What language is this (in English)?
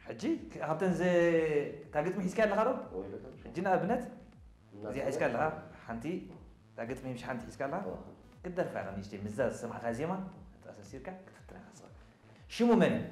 Tigrinya